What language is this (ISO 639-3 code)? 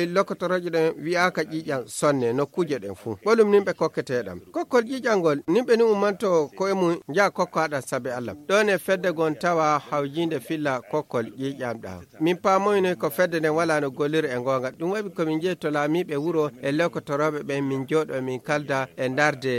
ful